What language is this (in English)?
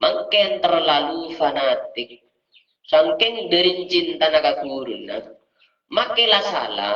Madurese